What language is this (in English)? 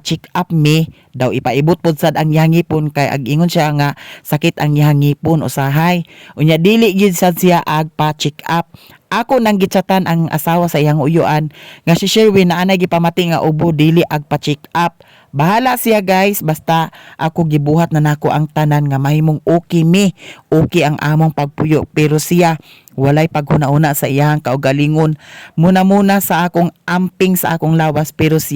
Cebuano